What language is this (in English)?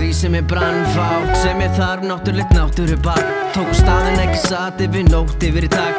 Icelandic